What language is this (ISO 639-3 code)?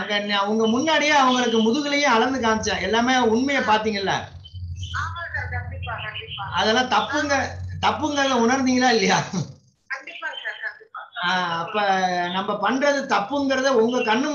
tam